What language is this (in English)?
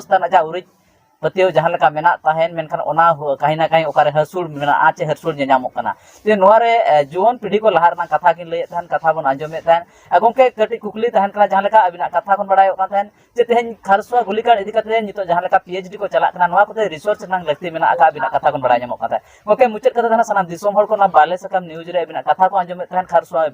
Santali